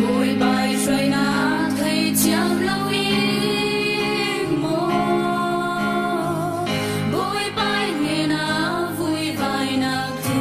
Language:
Falam Chin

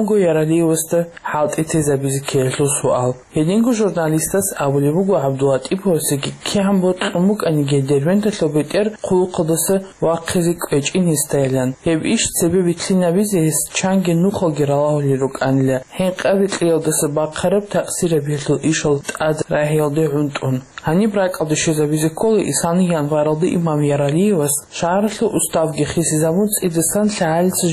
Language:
Avaric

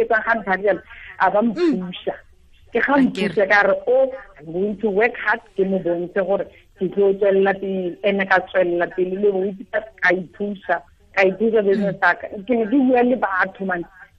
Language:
Tswana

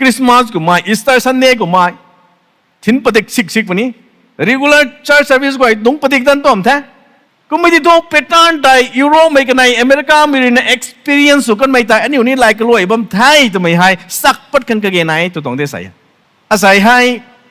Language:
Rongmei Naga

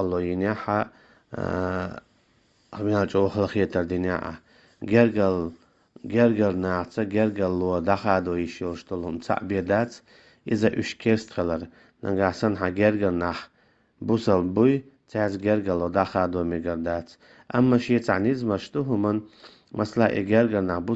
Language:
Chechen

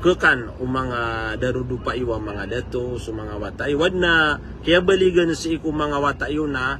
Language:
Maranao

